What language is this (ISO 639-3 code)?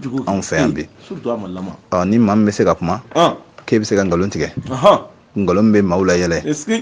bam